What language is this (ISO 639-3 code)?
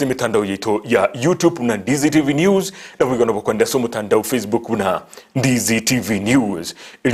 guz